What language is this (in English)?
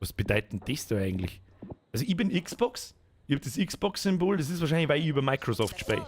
Bavarian